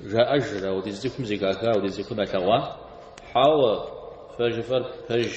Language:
Kabardian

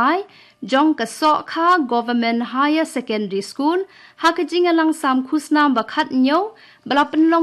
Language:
Khasi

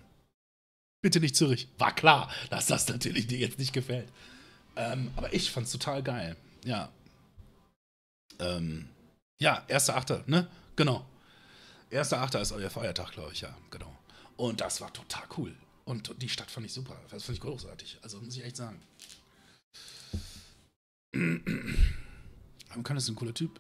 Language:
German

